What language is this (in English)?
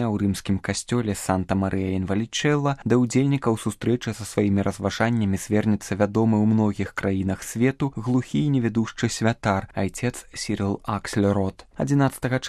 Belarusian